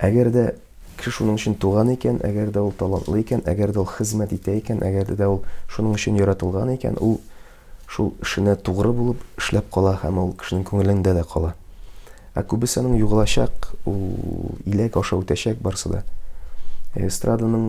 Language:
Tatar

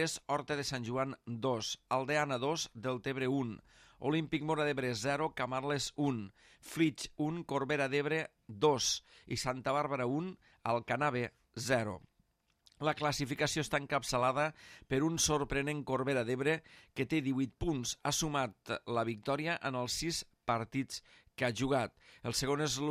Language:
Catalan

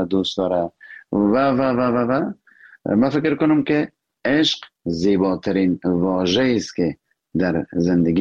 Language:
Persian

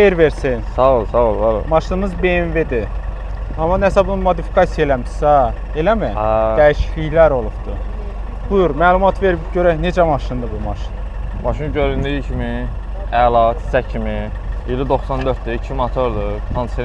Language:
Azerbaijani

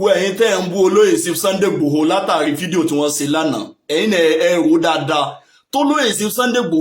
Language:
Yoruba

